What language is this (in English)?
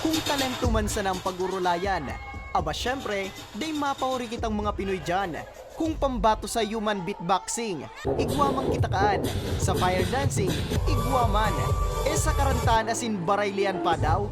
Bikol